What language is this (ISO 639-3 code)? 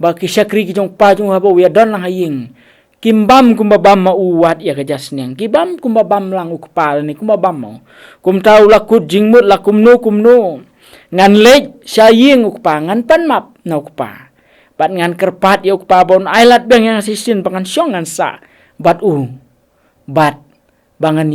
kha